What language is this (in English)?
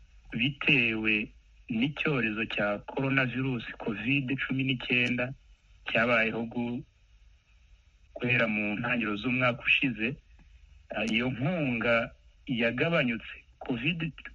Kinyarwanda